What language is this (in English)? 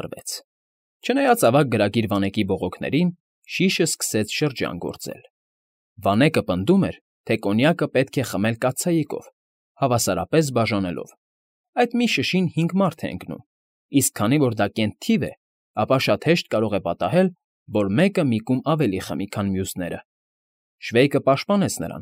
Armenian